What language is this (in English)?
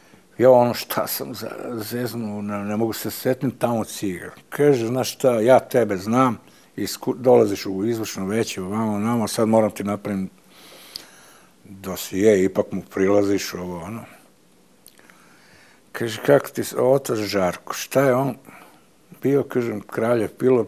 Serbian